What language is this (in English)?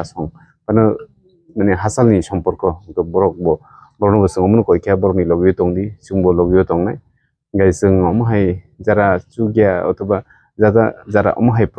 Kok Borok